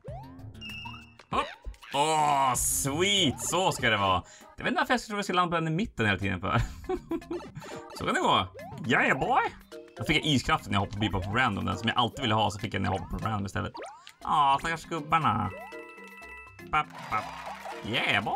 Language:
Swedish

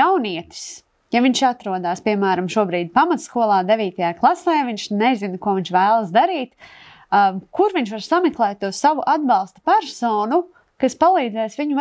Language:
Latvian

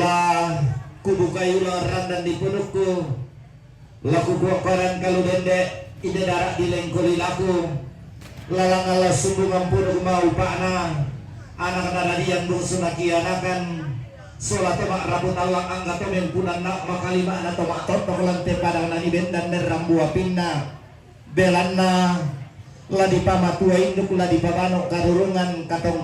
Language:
Toraja-Sa'dan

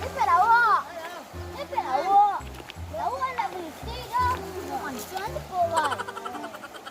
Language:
Minangkabau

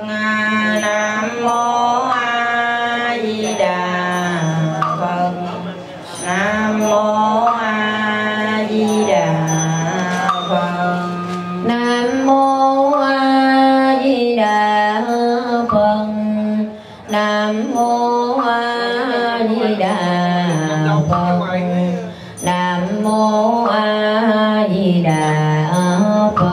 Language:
Vietnamese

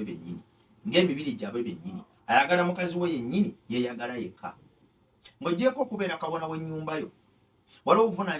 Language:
Ganda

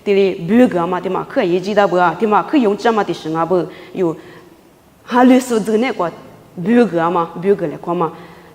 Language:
Lisu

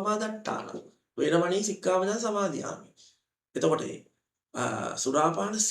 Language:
Sinhala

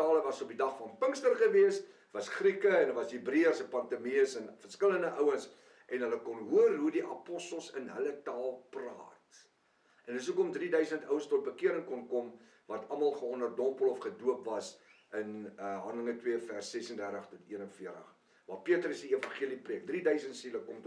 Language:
Afrikaans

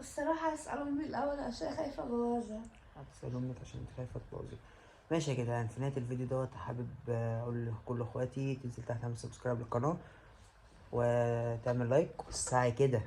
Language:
Egyptian Arabic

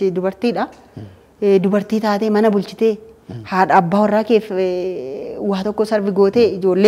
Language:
Oromo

